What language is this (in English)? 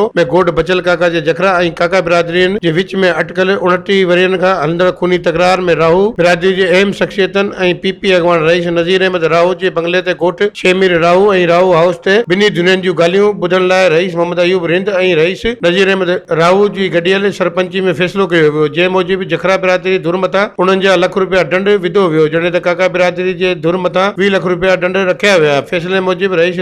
Sindhi